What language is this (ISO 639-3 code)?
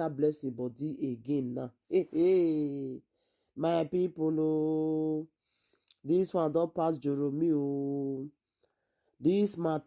pcm